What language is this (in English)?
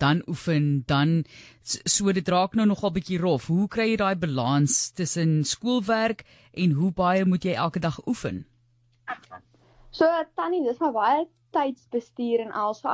Afrikaans